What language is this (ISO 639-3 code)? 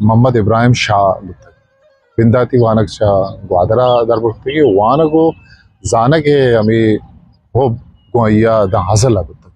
bgp